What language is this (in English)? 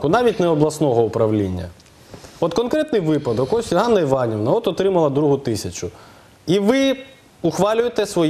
Ukrainian